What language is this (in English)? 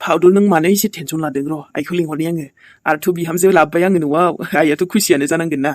Bodo